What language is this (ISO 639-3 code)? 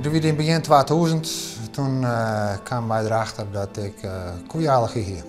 fry